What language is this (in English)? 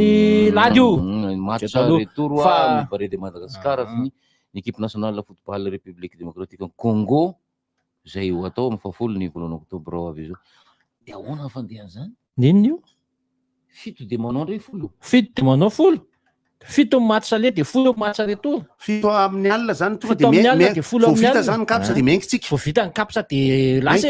Malagasy